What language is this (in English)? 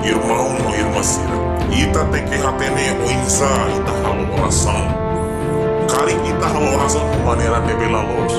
Tetum